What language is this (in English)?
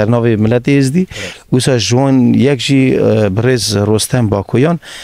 Kurdish